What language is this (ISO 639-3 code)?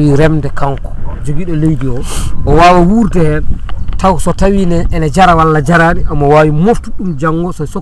ful